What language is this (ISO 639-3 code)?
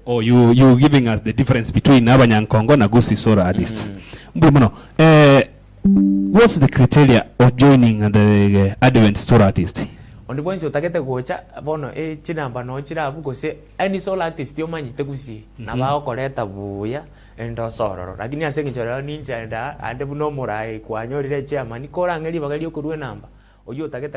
guz